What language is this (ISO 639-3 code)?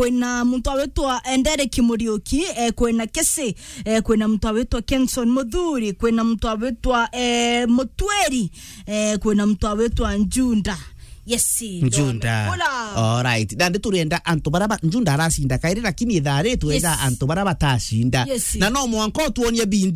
mer